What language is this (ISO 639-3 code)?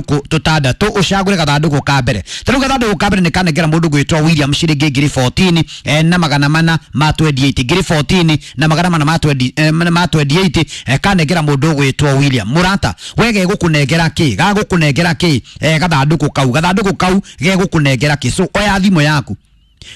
kik